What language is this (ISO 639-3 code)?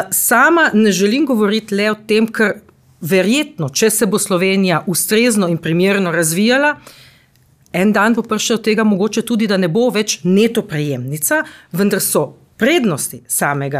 slv